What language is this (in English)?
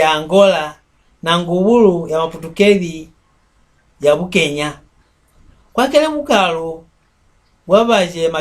Mbunda